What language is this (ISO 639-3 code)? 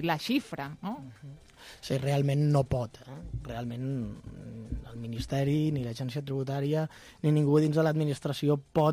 cat